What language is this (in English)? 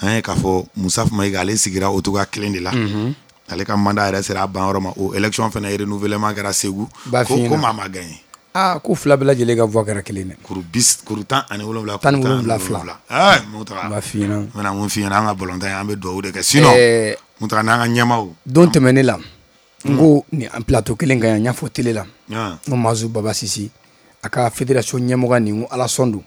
Bambara